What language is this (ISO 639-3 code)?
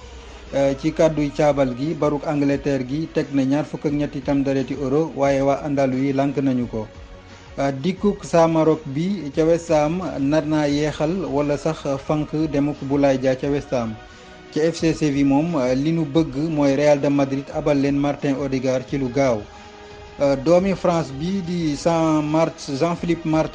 wol